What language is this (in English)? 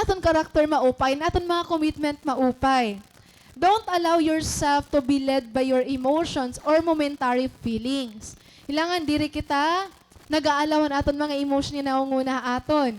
Waray